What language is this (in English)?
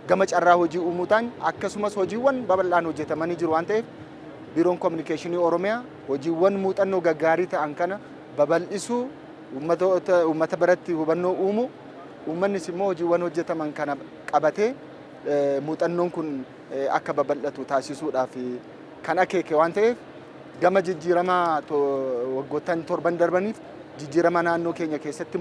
Oromo